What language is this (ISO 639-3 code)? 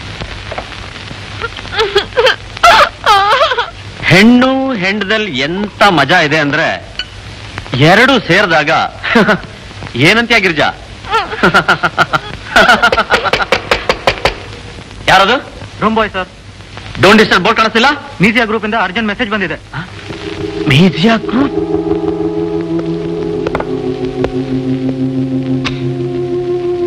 kan